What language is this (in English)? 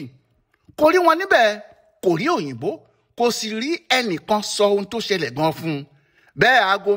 Yoruba